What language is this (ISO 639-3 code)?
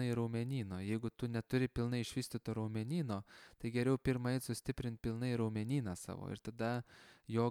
lit